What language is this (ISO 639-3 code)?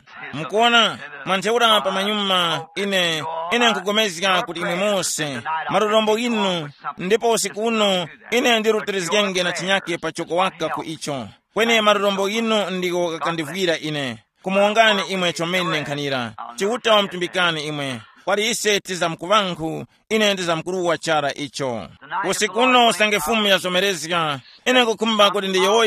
tum